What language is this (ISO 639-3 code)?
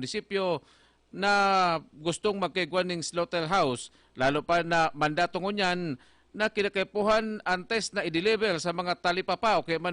bik